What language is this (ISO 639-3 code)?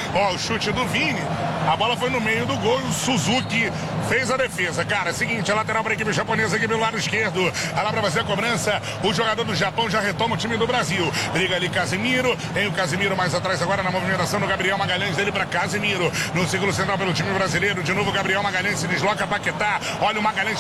por